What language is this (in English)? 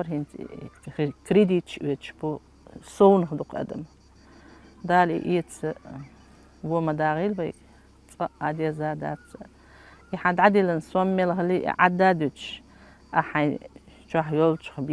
Chechen